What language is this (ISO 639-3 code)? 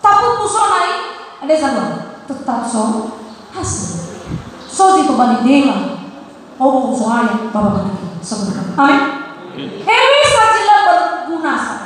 nia